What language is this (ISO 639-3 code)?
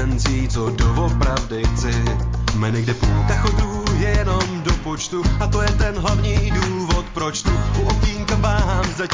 ces